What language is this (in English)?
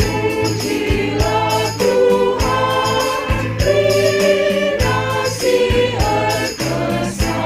Batak Karo